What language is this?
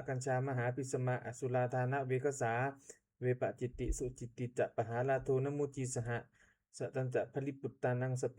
Pali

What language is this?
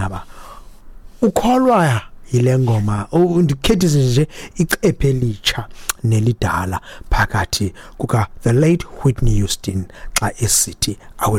Xhosa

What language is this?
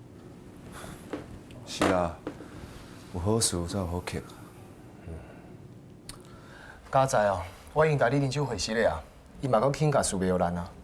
Min Nan Chinese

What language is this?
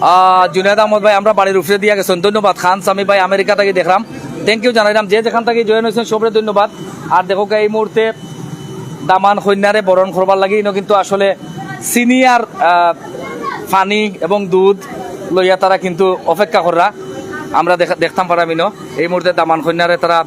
Sylheti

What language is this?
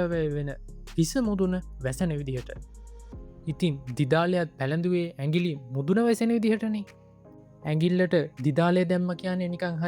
Sinhala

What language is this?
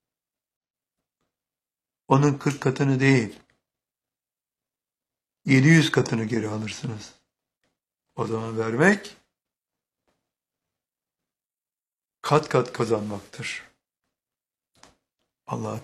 Turkish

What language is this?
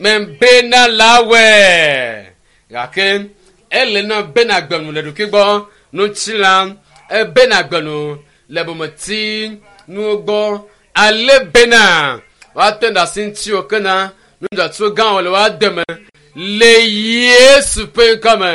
Ewe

